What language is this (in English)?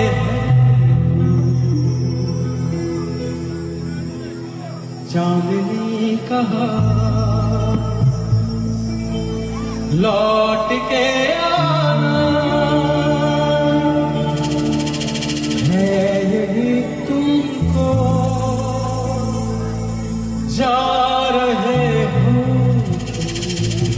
Hindi